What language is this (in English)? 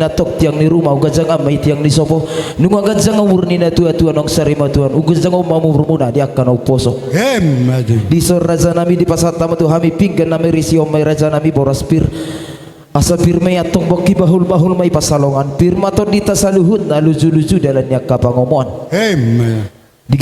Batak Toba